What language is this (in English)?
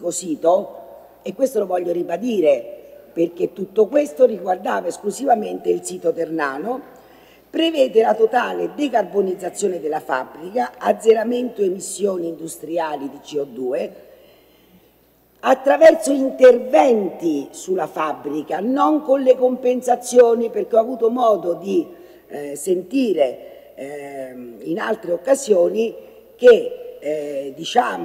Italian